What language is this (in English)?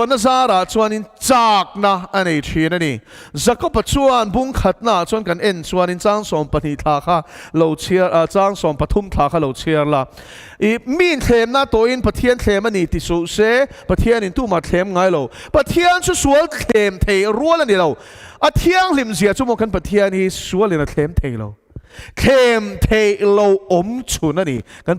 Mizo